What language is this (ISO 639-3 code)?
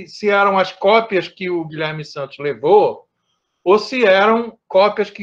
por